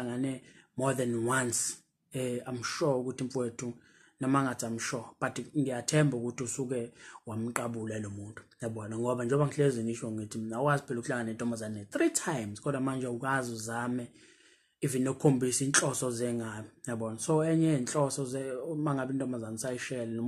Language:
Zulu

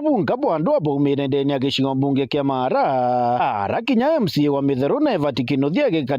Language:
Meru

